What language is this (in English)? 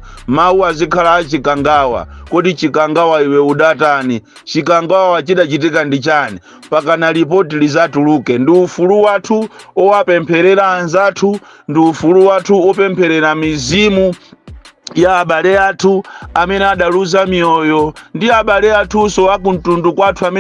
Nyanja